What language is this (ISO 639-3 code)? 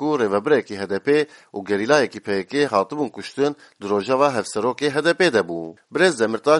kur